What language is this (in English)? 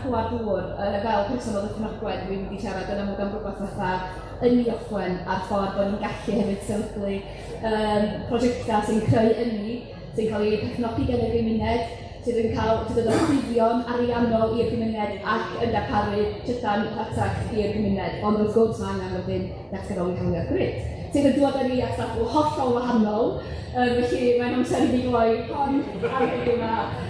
Welsh